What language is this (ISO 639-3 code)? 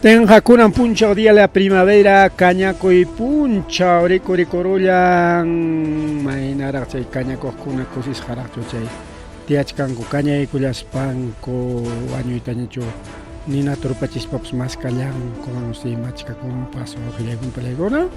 quy